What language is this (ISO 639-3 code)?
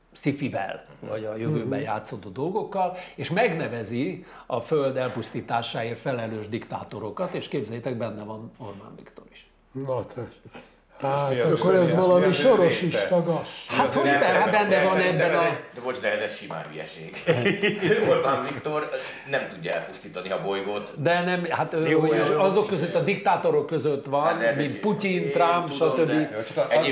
hun